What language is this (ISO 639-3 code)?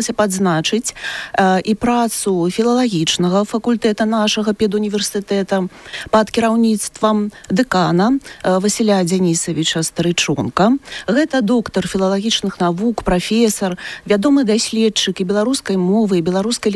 bel